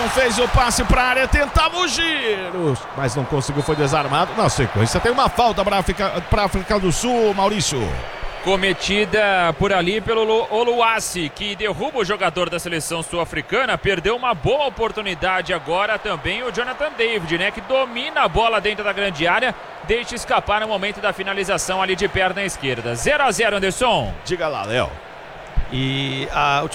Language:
Portuguese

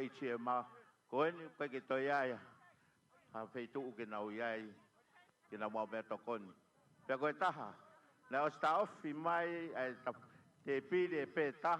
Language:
Tongan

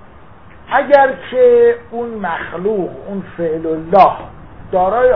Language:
Persian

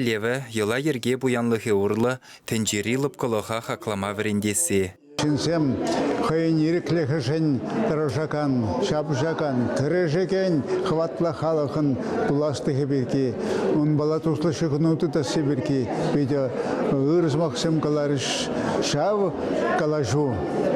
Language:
Chuvash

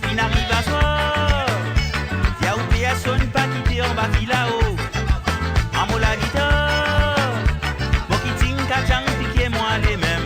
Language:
Morisyen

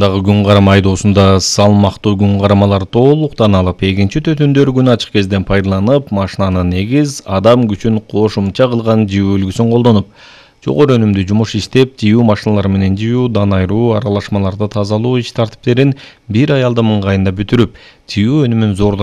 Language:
Kyrgyz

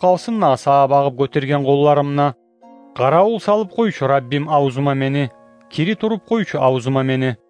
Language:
Kumyk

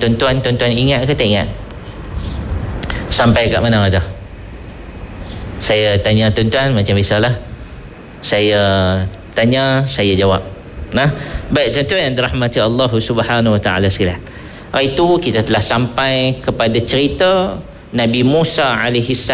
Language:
Malay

